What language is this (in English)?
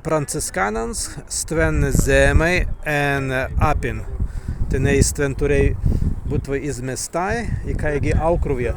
Prussian